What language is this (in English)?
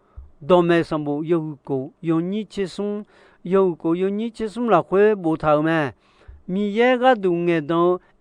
Akha